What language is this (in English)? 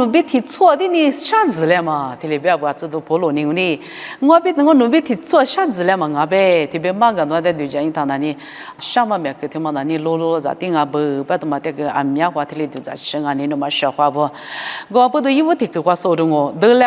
Lisu